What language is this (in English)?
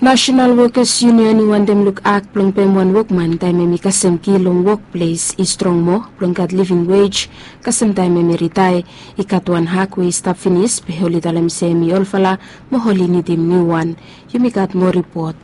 Bislama